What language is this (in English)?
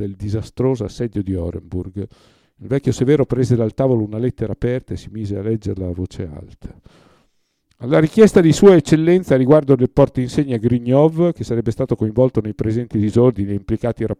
Italian